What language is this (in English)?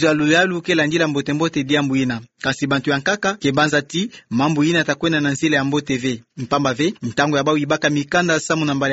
Kituba (Democratic Republic of Congo)